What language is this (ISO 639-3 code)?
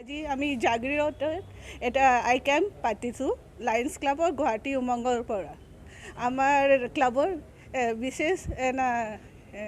asm